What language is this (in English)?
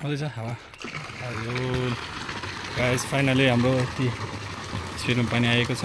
Nepali